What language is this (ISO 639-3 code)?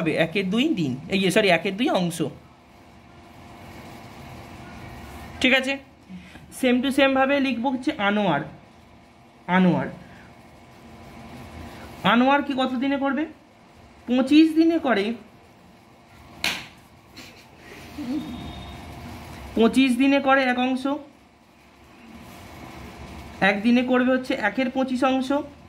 ben